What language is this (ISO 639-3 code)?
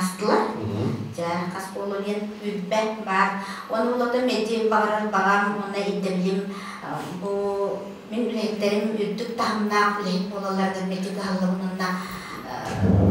sah